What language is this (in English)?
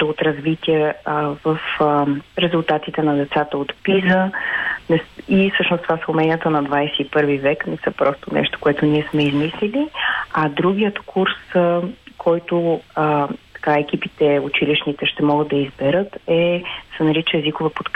Bulgarian